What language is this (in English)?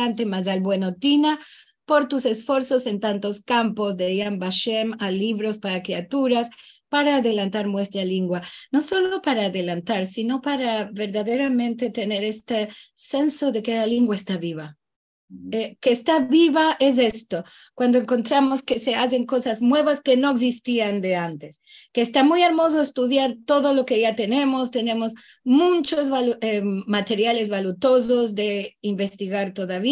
Ladino